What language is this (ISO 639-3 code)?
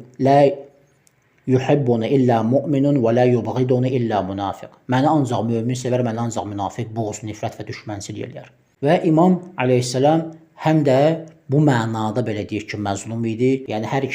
aze